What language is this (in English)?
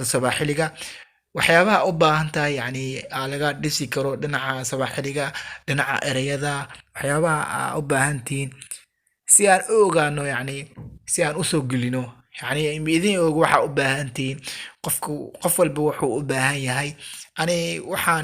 Somali